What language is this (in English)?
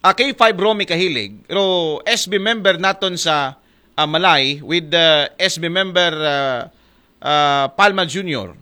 Aklanon